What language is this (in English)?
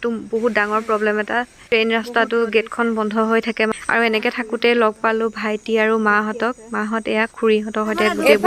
Assamese